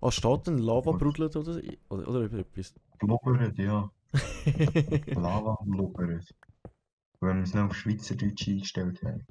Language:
Swiss German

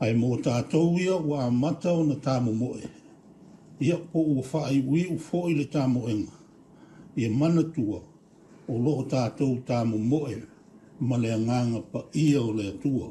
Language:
Samoan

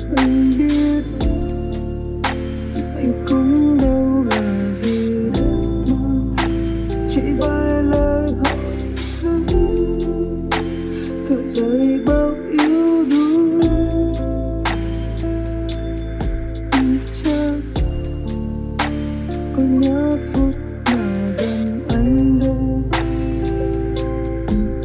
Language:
Vietnamese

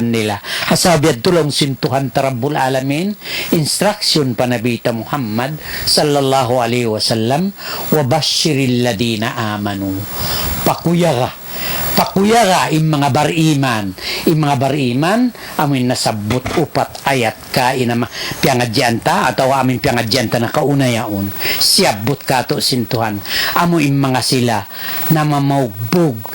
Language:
Tausug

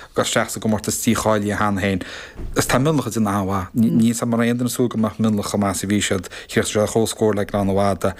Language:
Irish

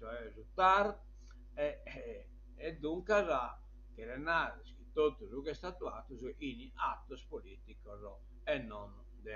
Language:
Sardinian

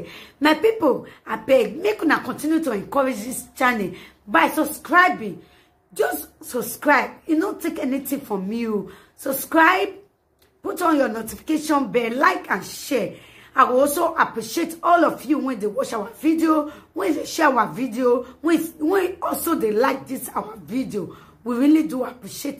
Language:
Nigerian Pidgin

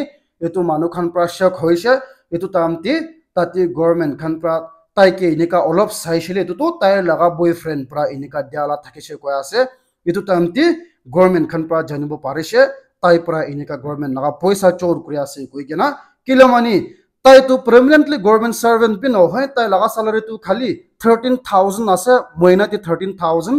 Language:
Naga Pidgin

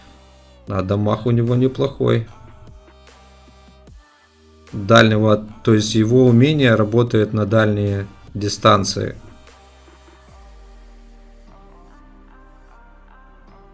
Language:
Russian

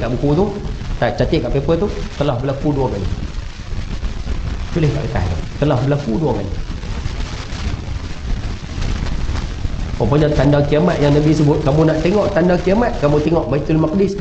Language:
Malay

